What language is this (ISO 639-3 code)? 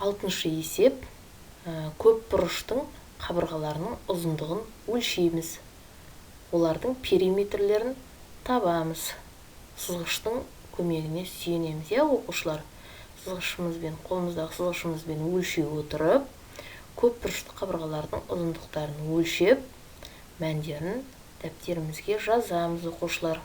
kaz